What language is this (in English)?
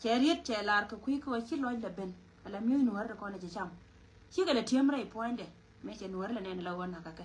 Nuer